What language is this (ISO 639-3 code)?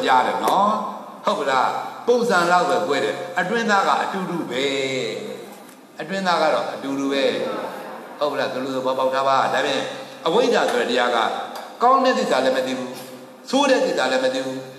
mya